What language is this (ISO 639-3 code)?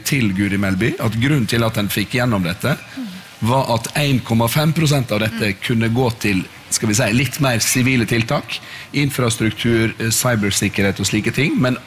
nor